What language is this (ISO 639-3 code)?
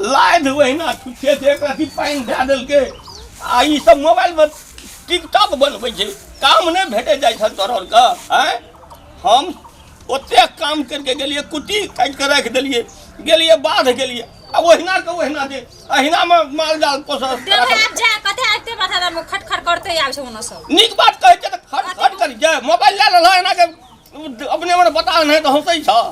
mai